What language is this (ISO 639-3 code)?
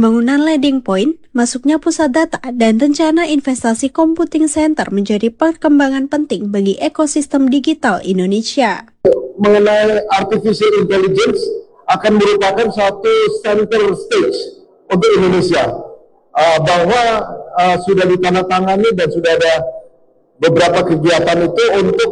ind